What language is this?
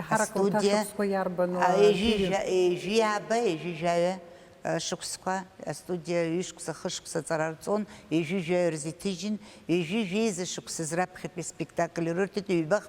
Abkhazian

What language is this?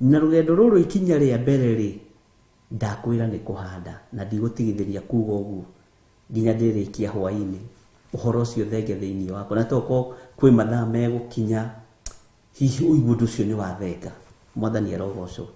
Kikuyu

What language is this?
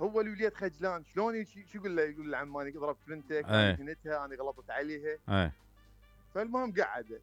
Mesopotamian Arabic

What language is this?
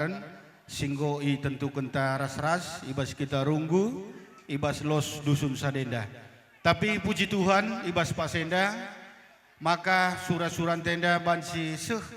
Batak Karo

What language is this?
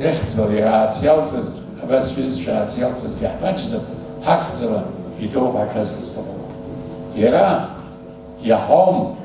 Abkhazian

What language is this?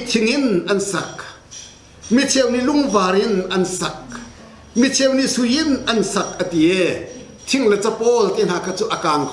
Hakha Chin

